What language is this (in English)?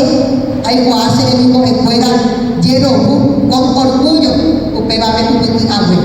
Guarani